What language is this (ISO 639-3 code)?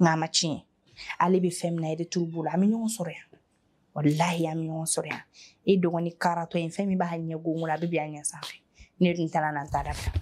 bam